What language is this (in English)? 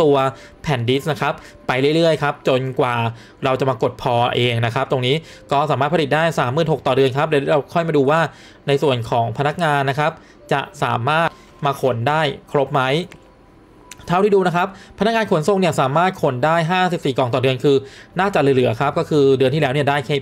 Thai